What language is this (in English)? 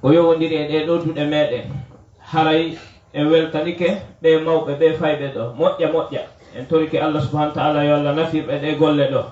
Fula